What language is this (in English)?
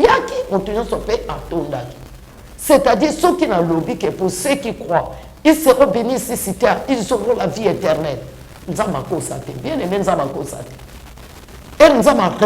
Lingala